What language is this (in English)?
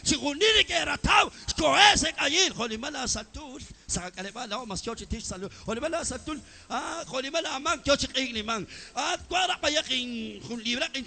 Kekchí